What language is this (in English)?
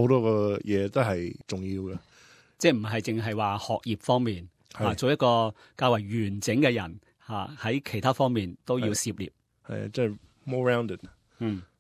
Cantonese